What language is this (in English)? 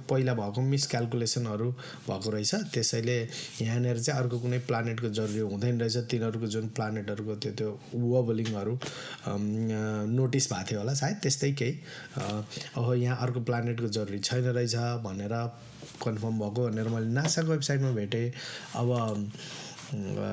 Nepali